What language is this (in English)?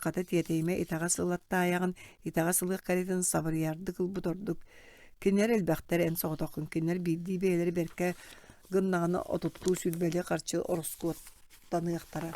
Yakut